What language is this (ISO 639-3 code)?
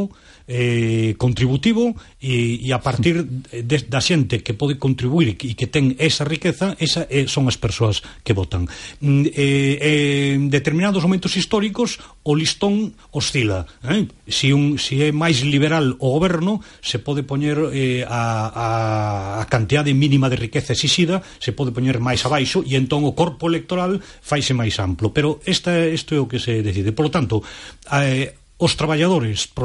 glg